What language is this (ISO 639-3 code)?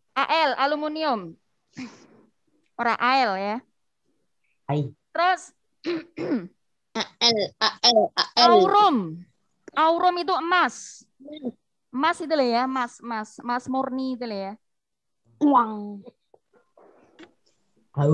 ind